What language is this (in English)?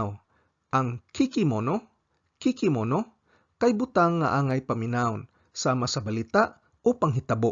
Cebuano